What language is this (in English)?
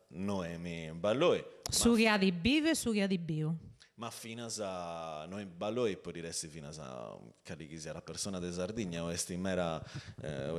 Sardinian